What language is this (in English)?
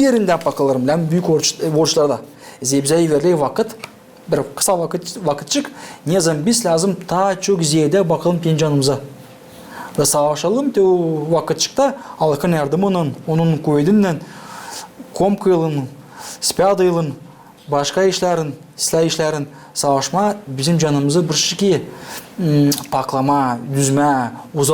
Gagauz